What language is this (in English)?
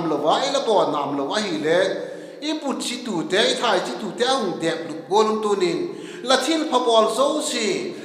Vaiphei